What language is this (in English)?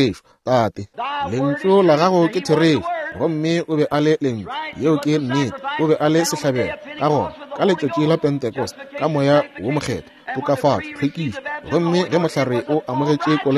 Northern Sotho